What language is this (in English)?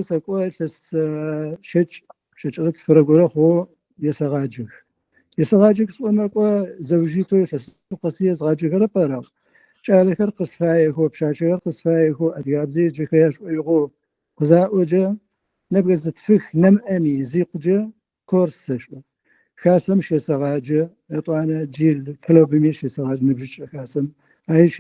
Adyghe